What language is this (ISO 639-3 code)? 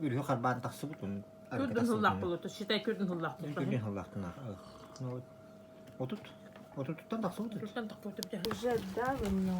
sah